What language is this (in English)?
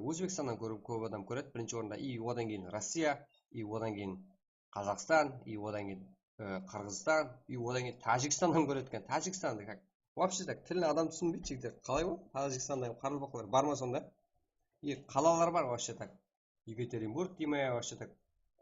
Kara-Kalpak